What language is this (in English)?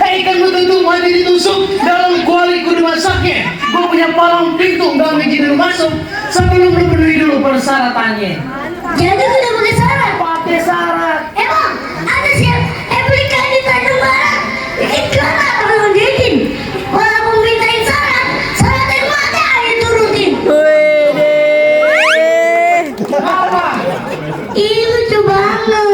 Betawi